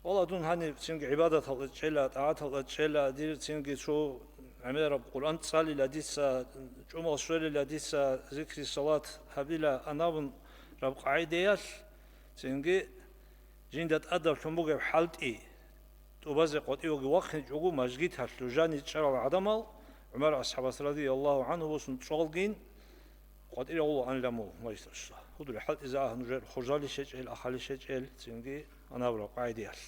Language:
Avaric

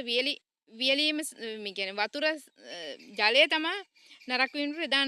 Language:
Sinhala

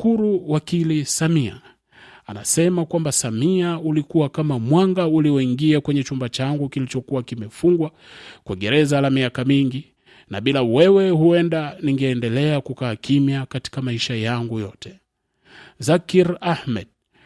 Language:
Swahili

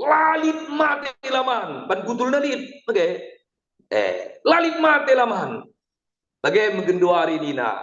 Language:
Batak Karo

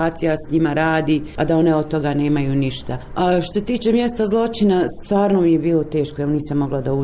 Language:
Bosnian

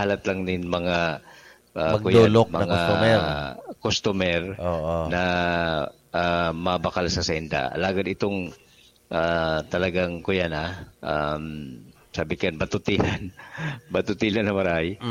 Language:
Bikol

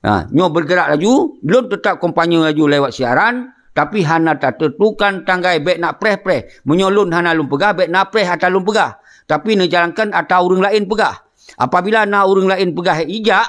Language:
Achinese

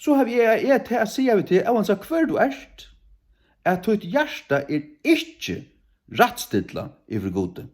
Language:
Faroese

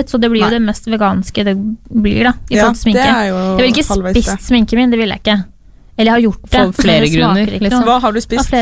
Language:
Norwegian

